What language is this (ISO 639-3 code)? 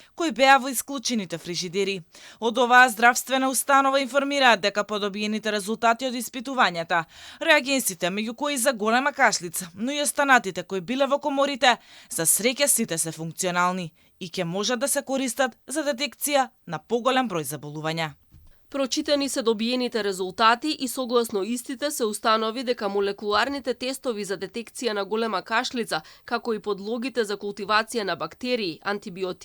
mkd